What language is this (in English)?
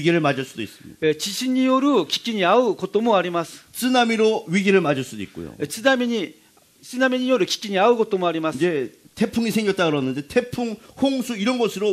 Korean